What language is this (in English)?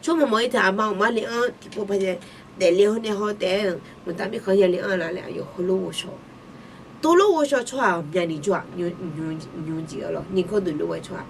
Akha